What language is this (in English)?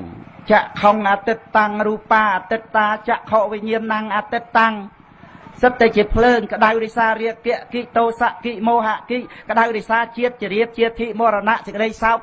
Khmer